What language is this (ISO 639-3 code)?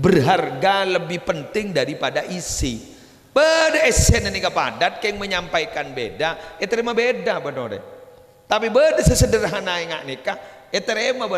mad